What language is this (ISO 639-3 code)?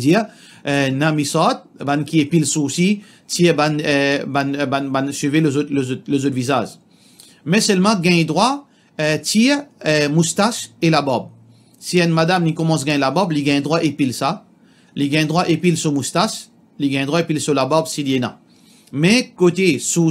mfe